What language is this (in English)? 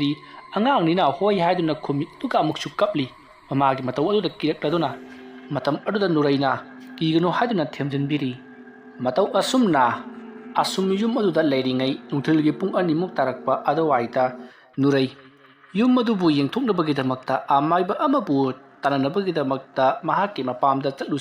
Manipuri